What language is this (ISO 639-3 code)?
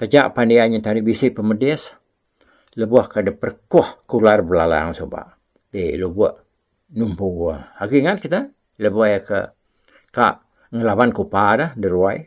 iba